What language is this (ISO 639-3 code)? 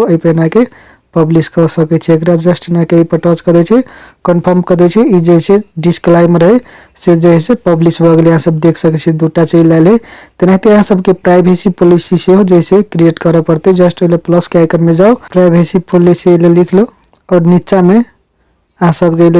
mai